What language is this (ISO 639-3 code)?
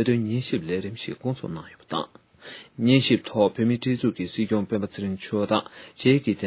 bod